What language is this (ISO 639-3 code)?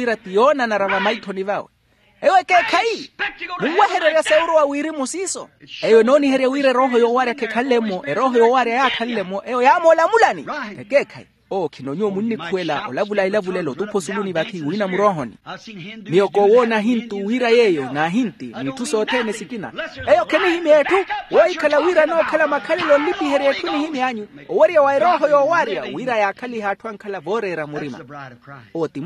vmw